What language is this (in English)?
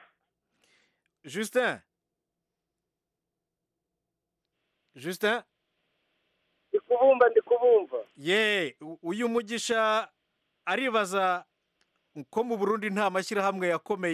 Kinyarwanda